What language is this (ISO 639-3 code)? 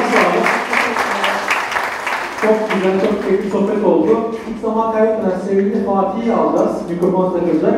tur